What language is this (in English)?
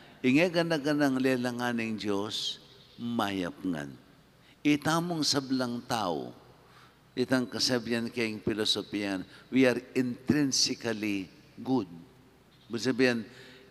Pampanga